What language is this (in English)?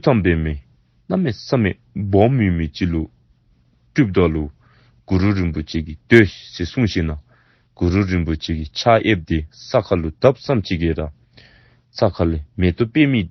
Dzongkha